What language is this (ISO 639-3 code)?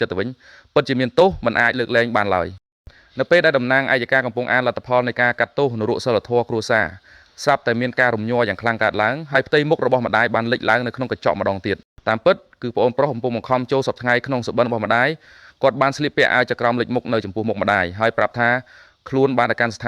khm